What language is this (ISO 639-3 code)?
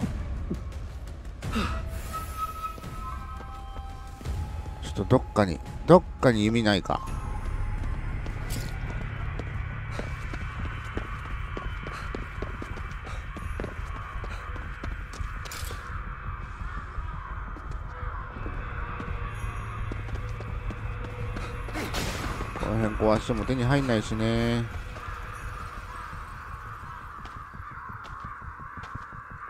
jpn